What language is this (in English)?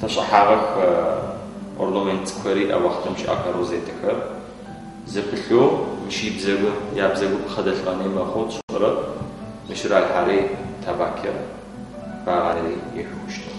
Adyghe